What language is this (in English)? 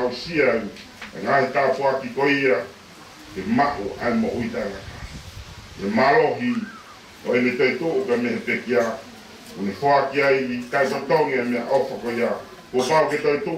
Tongan